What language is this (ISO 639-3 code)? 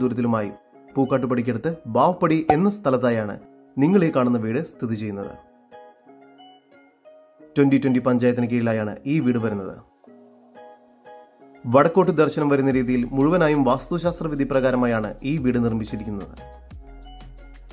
mal